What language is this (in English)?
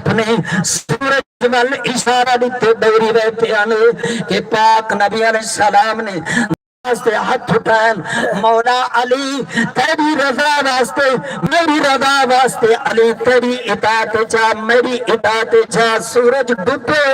Saraiki